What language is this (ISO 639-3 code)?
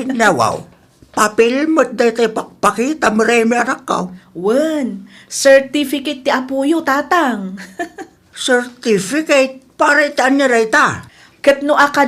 ilo